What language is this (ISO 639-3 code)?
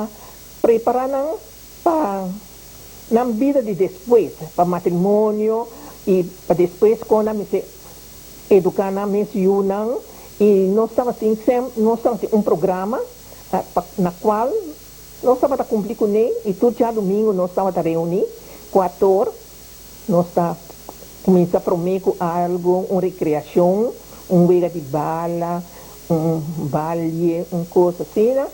pap